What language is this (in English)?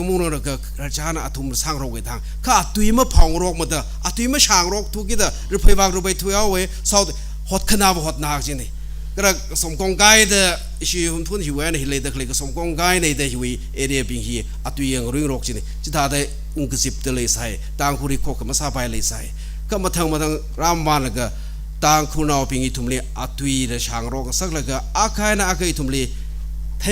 Tangkhul Naga (India)